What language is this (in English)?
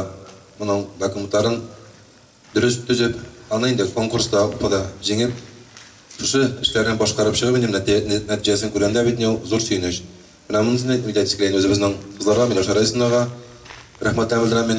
Tatar